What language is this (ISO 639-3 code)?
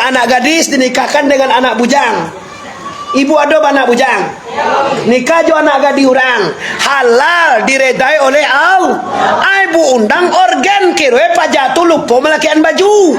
min